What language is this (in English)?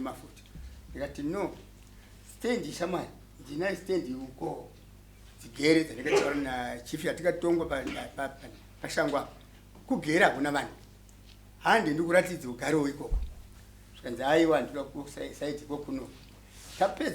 Shona